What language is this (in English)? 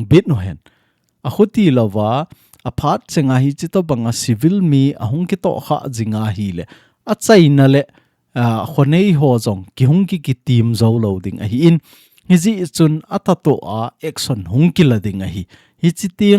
Thado Chin